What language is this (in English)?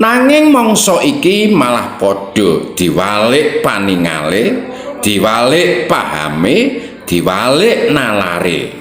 Javanese